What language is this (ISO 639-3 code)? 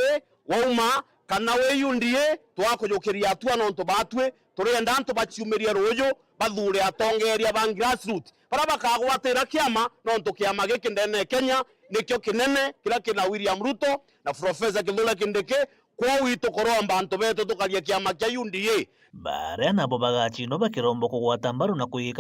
mer